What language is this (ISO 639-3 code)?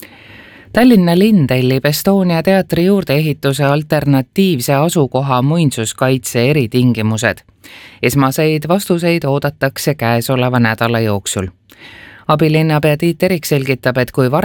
est